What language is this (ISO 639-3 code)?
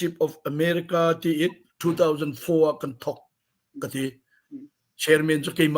cnh